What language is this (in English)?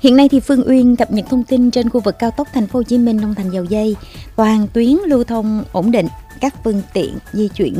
Vietnamese